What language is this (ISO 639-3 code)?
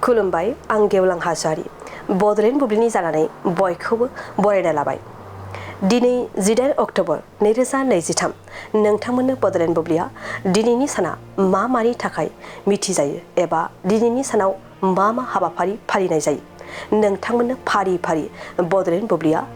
brx